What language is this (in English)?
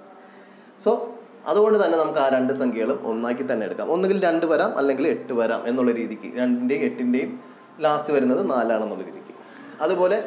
Malayalam